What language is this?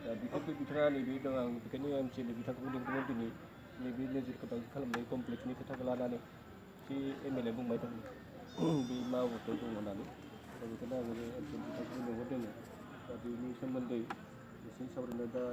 Bodo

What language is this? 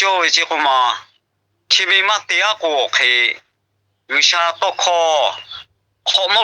Lahu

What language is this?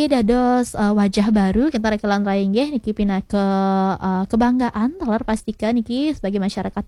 Balinese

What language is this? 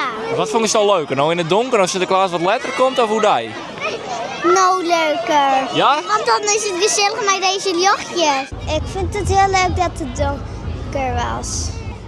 Western Frisian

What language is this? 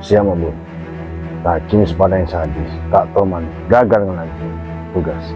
Madurese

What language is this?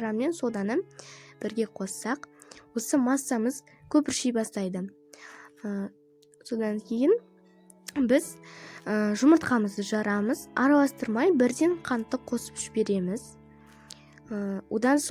Kazakh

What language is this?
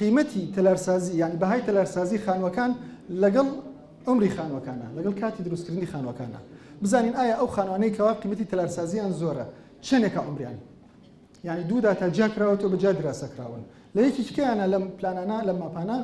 Central Kurdish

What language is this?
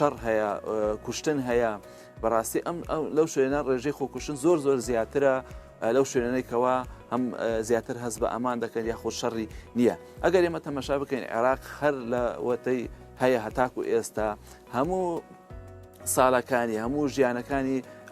Central Kurdish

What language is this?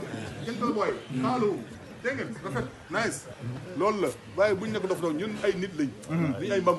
Wolof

